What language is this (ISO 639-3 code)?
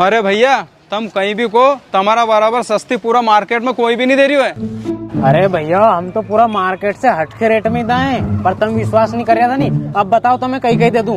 raj